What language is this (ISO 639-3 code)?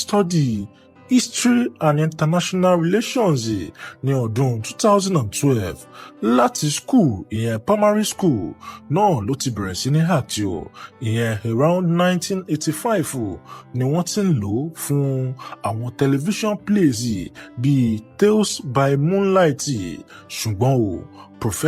yor